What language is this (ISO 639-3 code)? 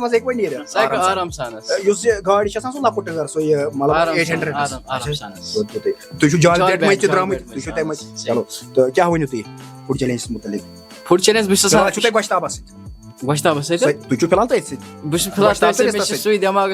kas